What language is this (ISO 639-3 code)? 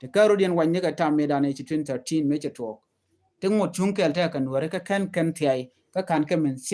nus